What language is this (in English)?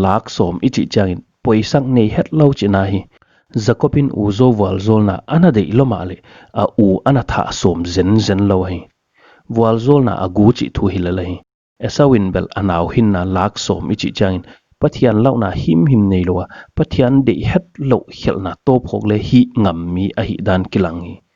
Paite Chin